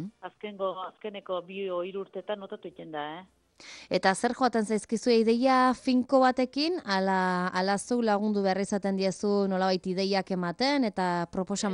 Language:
Basque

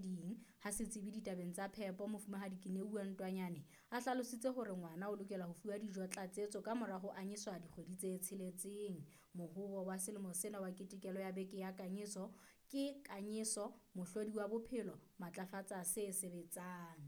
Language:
Southern Sotho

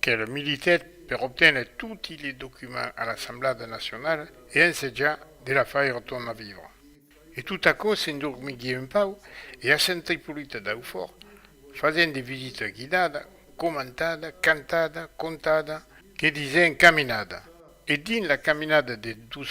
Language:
Occitan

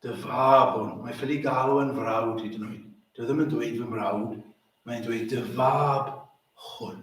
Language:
Welsh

